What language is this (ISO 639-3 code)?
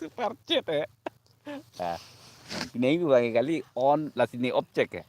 mjw